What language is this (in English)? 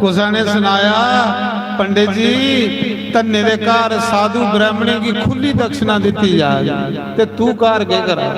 Dogri